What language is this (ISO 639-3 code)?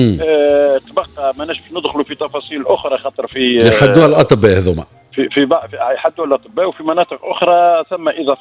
aeb